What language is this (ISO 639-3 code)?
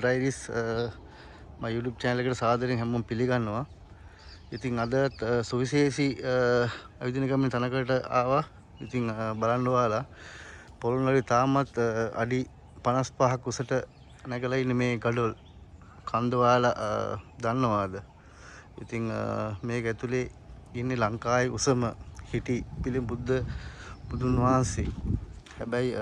sin